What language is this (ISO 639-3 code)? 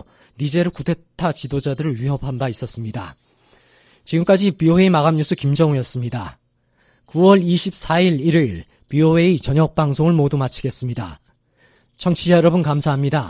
kor